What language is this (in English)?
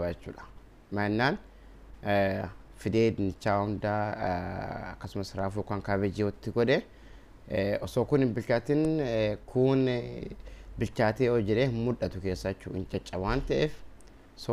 Oromo